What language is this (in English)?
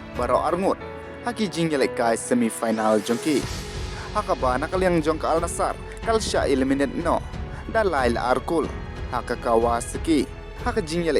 Khasi